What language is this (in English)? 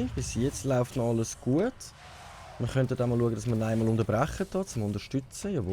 Swiss German